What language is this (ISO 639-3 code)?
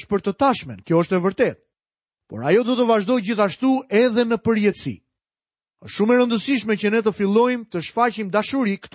sqi